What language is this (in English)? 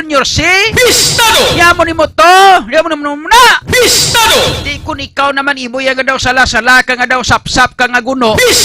Hiligaynon